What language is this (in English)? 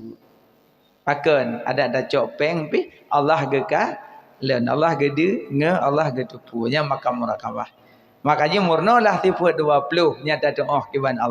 Achinese